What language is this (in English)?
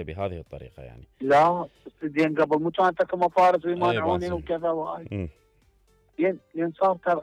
Mesopotamian Arabic